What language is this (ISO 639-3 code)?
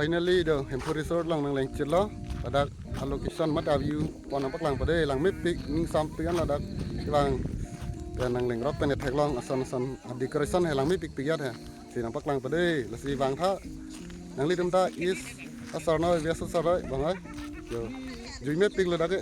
mjw